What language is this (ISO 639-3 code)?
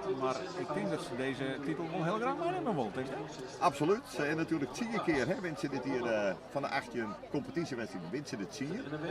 fry